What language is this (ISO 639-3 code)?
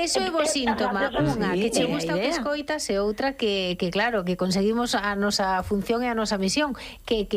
glg